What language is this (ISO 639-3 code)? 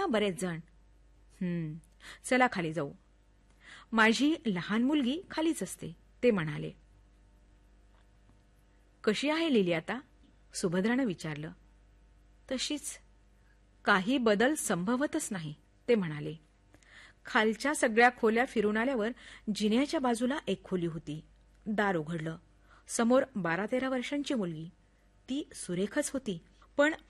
mar